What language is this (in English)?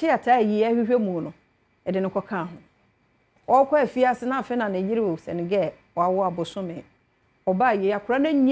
Akan